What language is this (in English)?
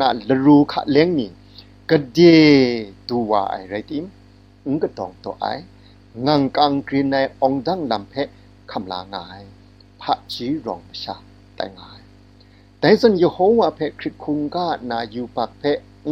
Kachin